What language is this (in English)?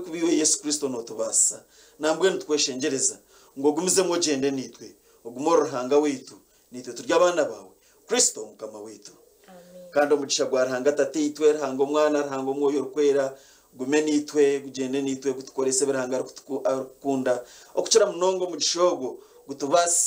Nyankole